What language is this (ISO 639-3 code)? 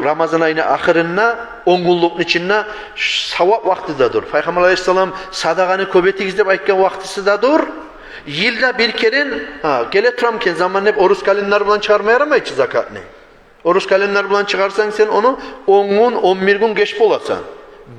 kum